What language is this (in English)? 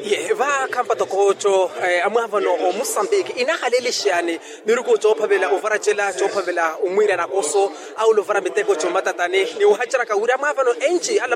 Makhuwa